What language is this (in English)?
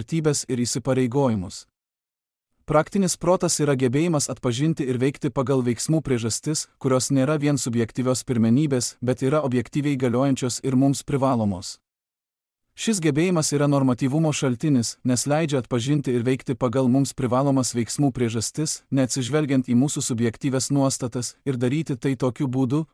Lithuanian